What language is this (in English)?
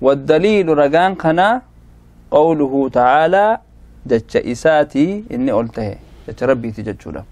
Oromo